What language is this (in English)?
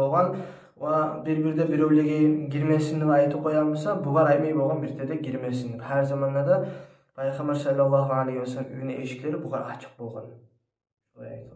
Kumyk